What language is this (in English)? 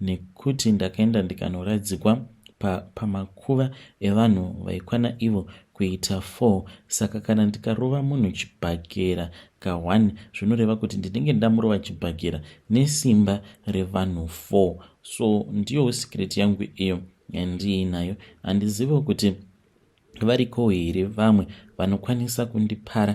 Shona